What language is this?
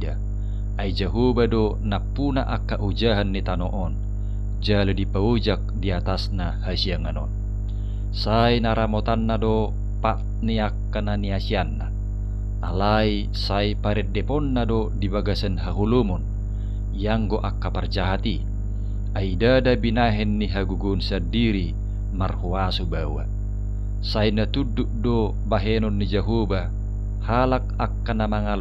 Batak Toba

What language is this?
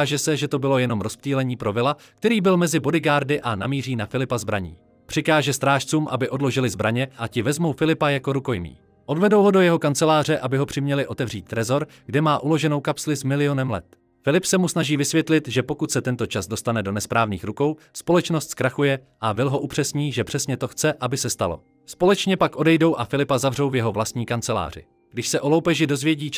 Czech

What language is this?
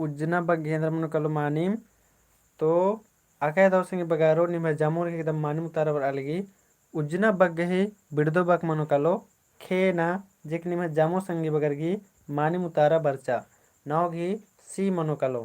Kurukh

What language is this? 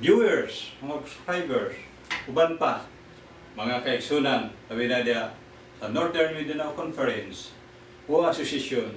Cebuano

